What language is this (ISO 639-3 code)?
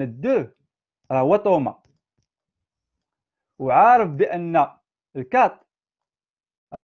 ary